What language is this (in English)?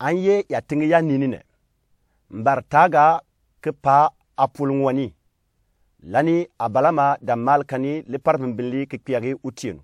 Gourmanchéma